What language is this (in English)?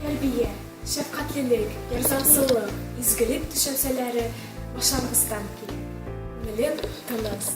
Bashkir